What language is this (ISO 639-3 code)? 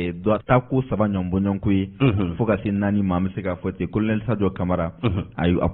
bam